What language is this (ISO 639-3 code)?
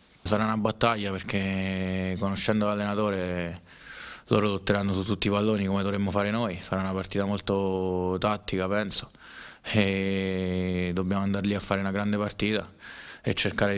ita